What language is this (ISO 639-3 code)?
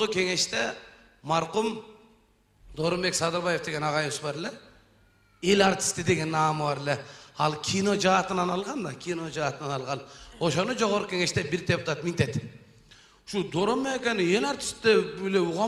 kir